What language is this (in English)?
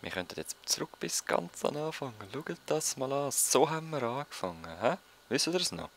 Swiss German